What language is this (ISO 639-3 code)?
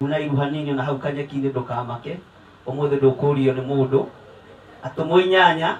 kik